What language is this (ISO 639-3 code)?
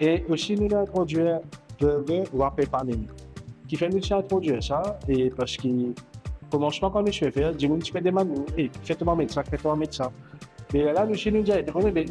mfe